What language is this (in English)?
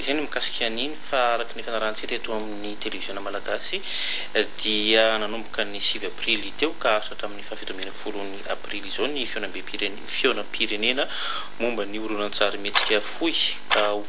Malagasy